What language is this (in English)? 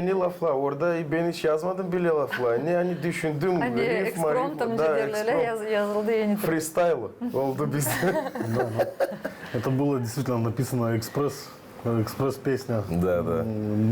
Gagauz